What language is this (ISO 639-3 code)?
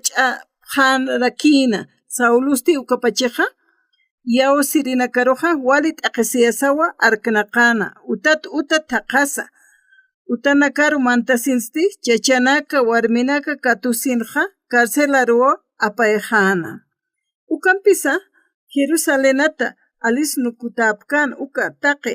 aym